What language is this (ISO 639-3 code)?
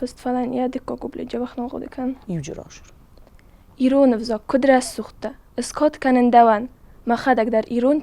oss